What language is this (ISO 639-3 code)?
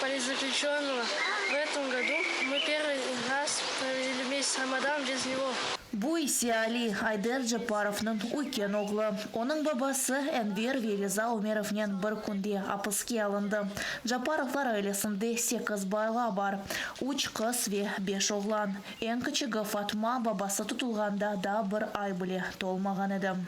crh